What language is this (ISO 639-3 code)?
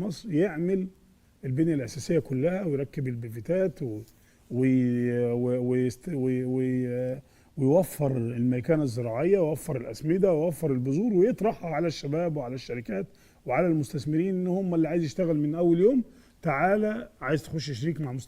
arz